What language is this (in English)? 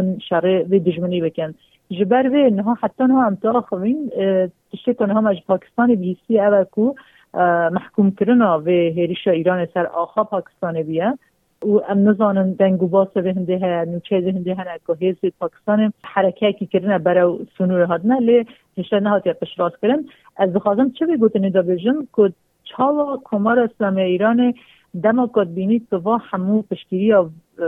Kurdish